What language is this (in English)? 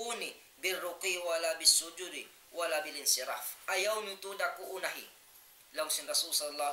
Tausug